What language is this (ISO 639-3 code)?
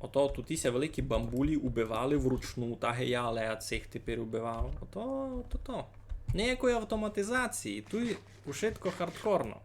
rue